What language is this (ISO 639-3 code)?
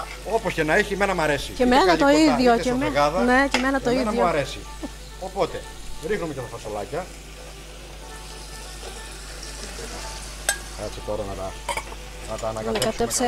ell